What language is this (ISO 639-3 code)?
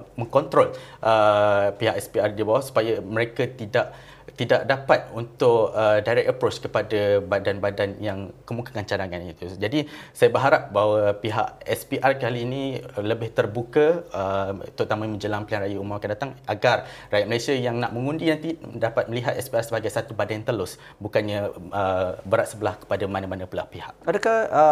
msa